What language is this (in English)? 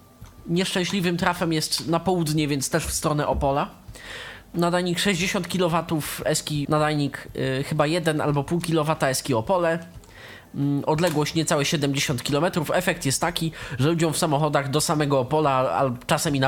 Polish